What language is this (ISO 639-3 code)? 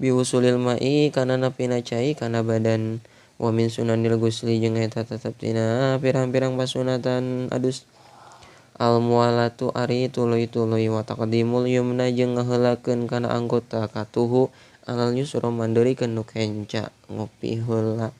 sun